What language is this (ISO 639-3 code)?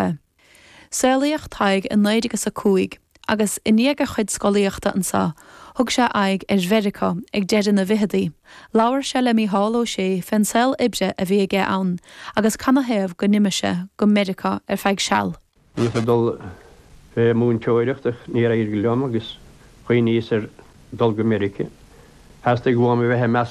gle